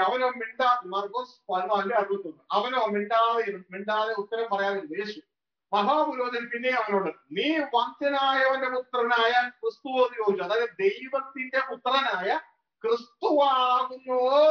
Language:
Malayalam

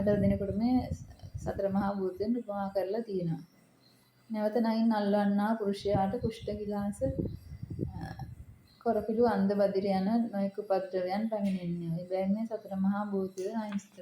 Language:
Sinhala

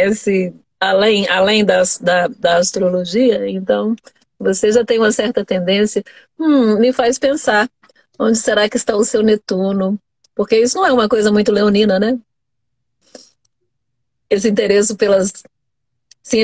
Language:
Portuguese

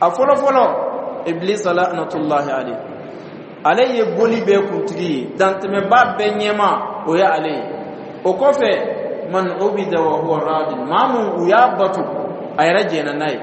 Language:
Dyula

